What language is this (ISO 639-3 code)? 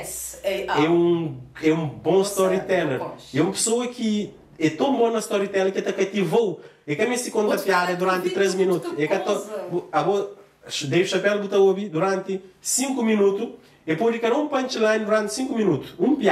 kea